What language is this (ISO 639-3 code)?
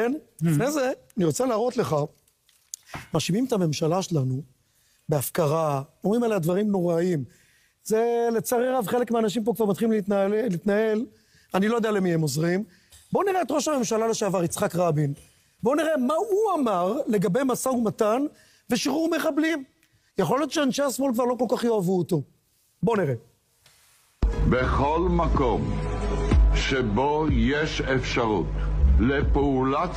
heb